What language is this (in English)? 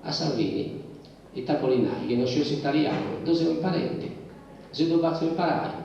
Sardinian